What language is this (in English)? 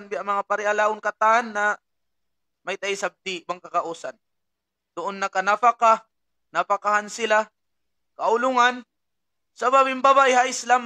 Tausug